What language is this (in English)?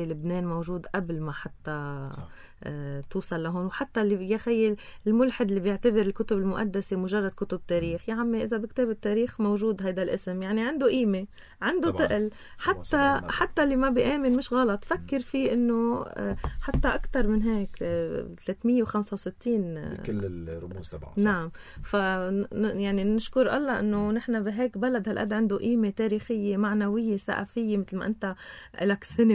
North Levantine Arabic